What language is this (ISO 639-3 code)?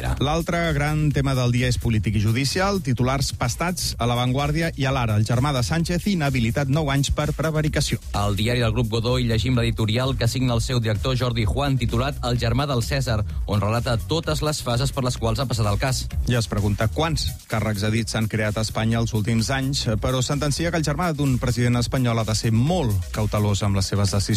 cat